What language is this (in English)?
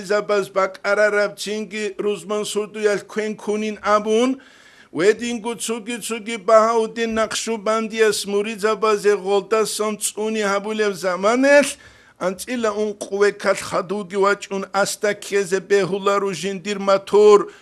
Avaric